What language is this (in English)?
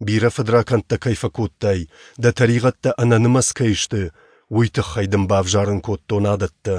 Ossetic